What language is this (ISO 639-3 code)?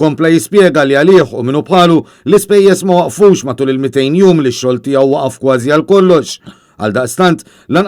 mlt